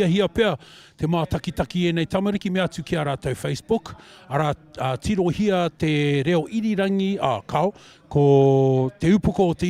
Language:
Māori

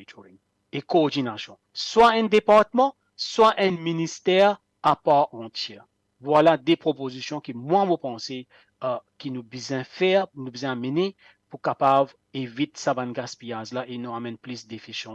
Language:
Morisyen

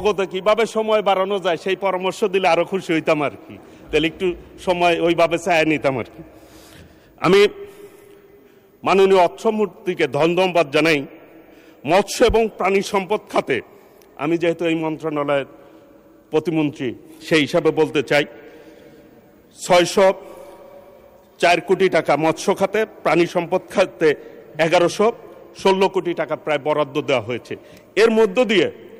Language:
Bangla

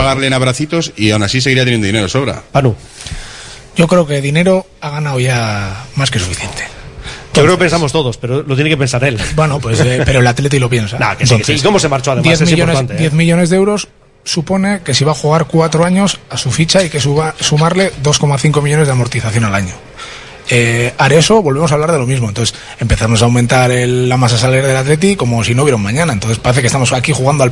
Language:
Spanish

